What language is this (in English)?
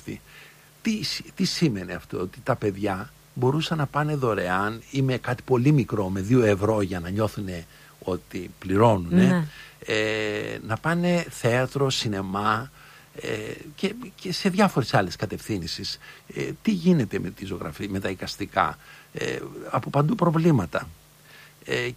Greek